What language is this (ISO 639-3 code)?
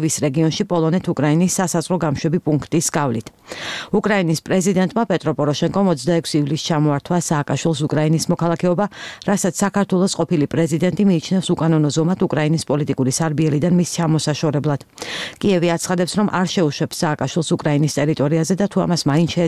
kat